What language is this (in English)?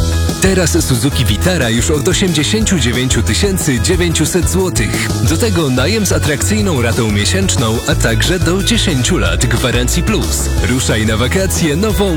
Polish